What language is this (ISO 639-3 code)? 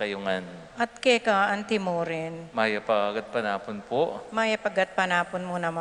pam